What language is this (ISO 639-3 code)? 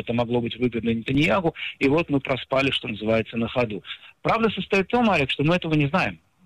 rus